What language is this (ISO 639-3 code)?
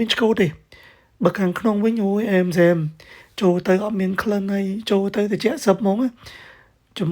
khm